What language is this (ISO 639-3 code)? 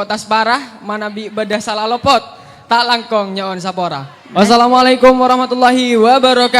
mad